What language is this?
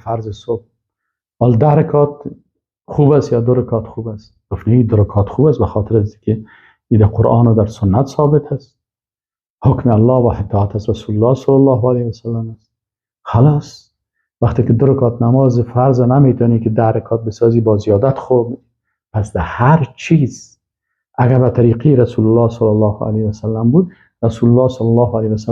Persian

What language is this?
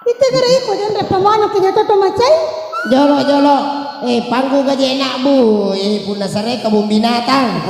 Buginese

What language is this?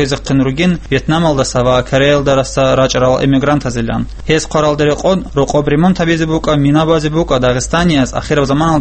Avaric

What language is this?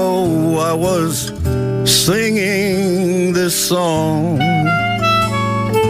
Greek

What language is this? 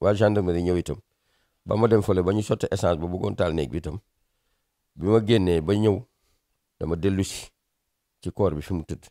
Wolof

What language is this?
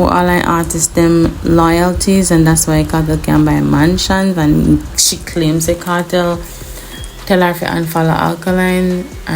Jamaican Creole English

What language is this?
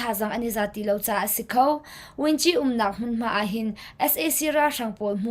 Hakha Chin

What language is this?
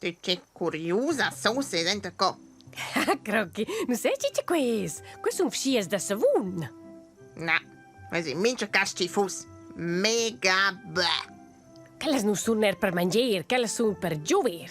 Romansh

